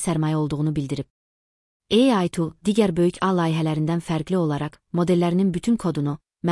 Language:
Azerbaijani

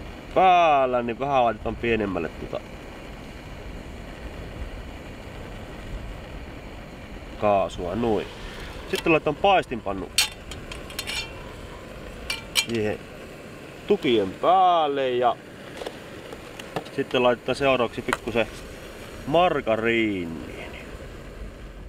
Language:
Finnish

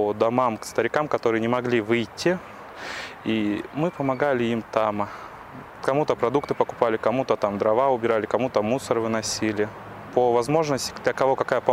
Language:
Russian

